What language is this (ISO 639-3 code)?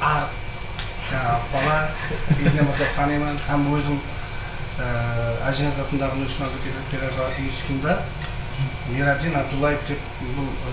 kaa